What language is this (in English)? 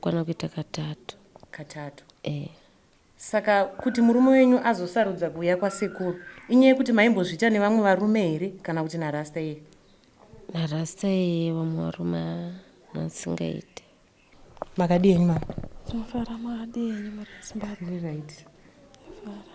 Shona